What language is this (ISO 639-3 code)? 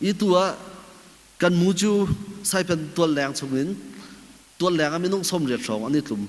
cnh